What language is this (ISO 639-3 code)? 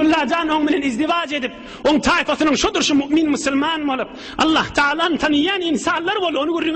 tuk